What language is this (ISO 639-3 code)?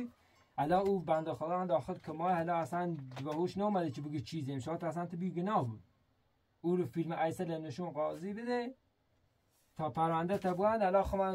fas